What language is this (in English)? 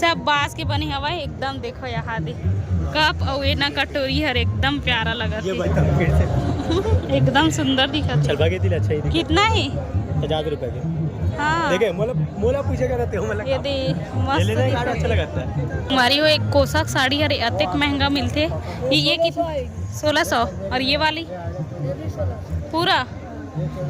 Chhattisgarhi